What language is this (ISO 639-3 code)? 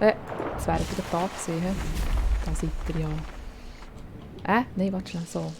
gsw